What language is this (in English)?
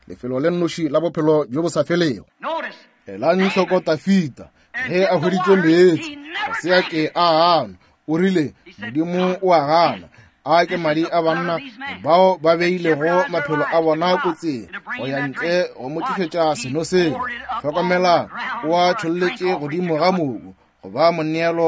Northern Sotho